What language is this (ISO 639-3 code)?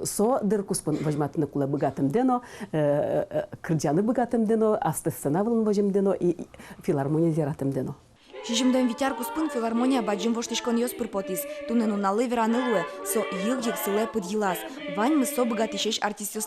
udm